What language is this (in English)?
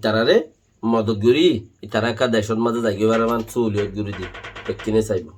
Rohingya